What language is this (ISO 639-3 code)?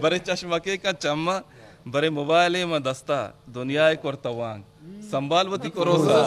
bgp